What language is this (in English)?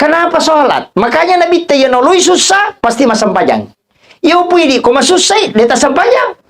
Buginese